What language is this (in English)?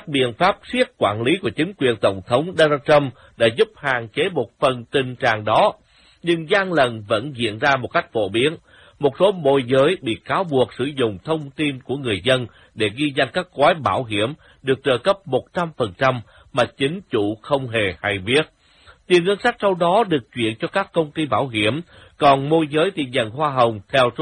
Vietnamese